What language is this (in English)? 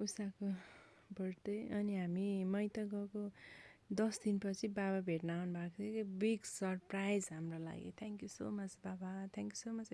Nepali